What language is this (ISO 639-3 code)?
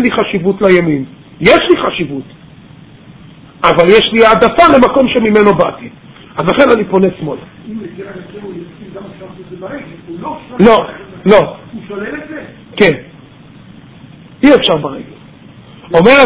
heb